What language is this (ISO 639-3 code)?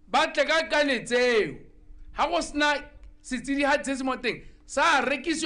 tsn